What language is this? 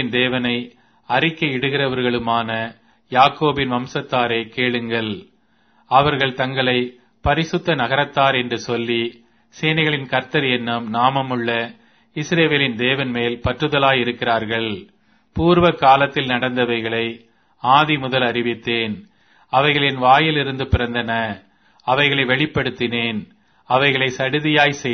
Tamil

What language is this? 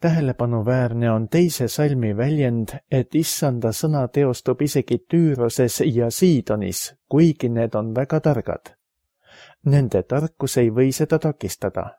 Estonian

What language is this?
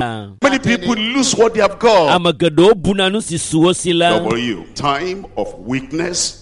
Ewe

